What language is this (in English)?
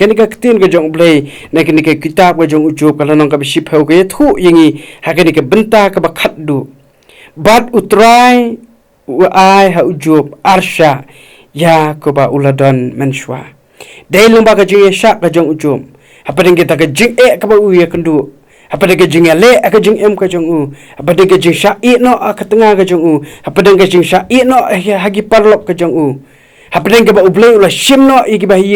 Khasi